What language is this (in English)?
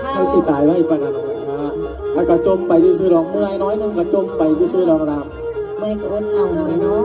Northeastern Thai